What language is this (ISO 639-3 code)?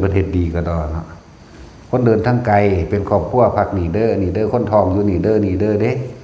tts